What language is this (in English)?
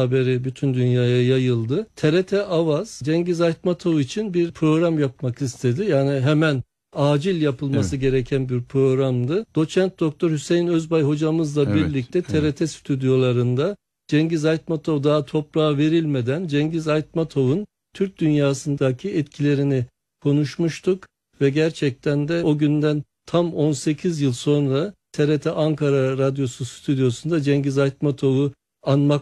Turkish